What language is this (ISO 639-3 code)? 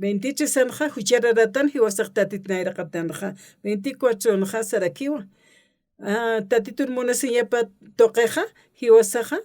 aym